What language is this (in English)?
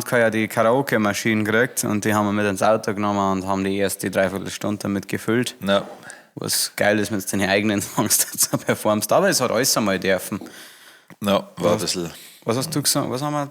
Bavarian